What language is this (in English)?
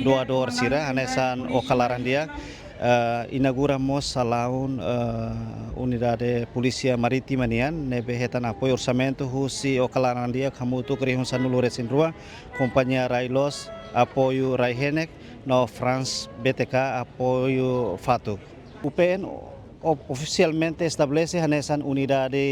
Tetum